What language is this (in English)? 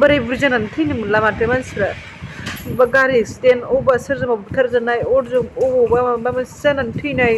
Bodo